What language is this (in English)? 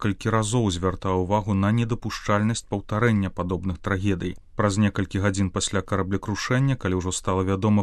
Belarusian